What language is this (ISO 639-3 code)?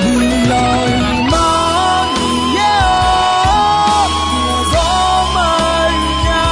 ahk